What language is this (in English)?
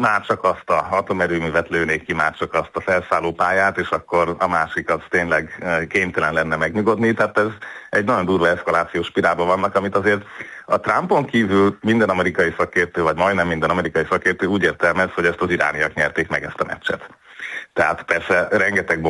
Hungarian